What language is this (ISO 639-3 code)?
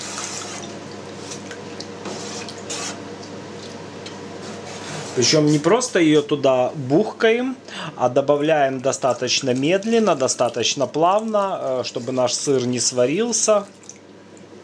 rus